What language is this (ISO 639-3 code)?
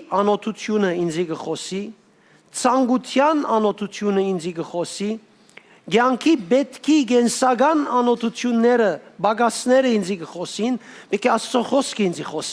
hyw